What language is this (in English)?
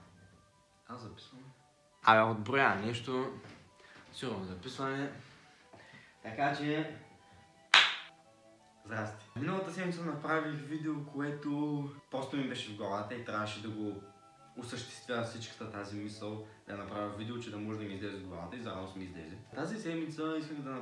Bulgarian